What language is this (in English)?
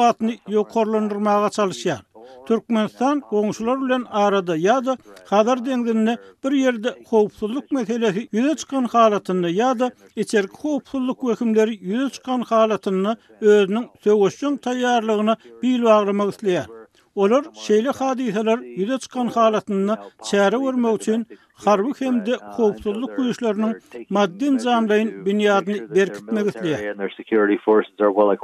Turkmen